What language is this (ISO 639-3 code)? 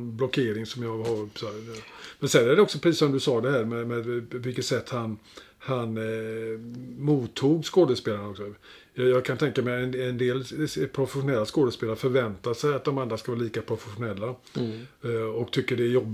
swe